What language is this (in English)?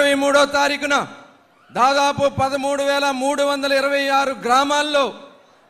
Telugu